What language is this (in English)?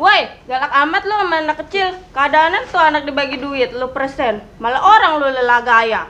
Betawi